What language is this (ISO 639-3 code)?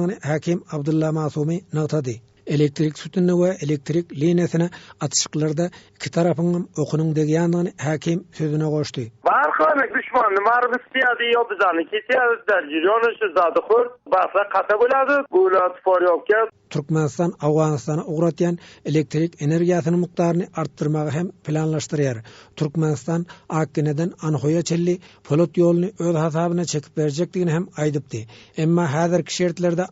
tuk